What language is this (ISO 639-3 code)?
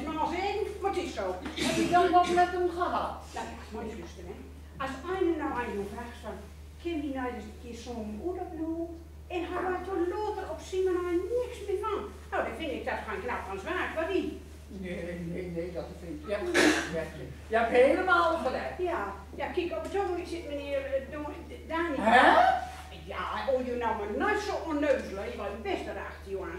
gos